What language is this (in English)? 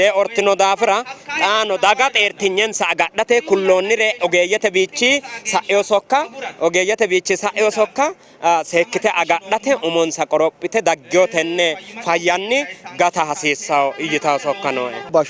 Sidamo